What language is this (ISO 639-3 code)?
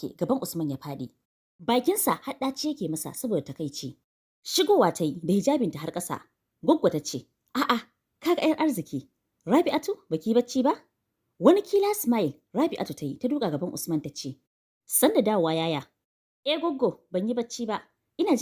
hau